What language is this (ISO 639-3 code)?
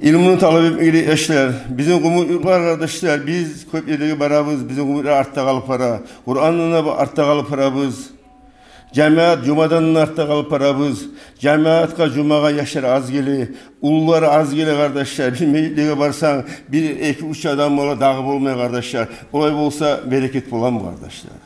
kum